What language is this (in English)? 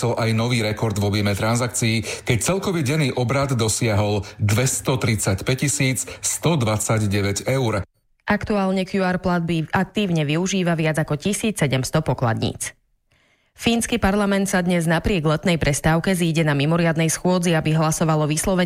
Slovak